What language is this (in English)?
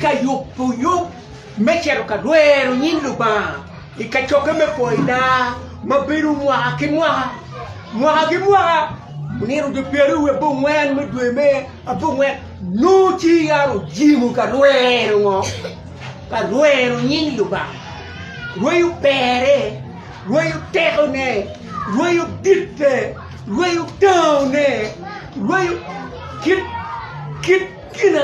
Acoli